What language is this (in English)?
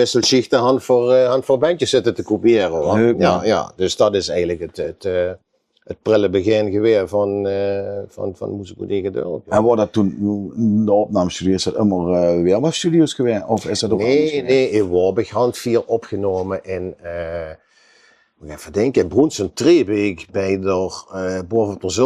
Limburgish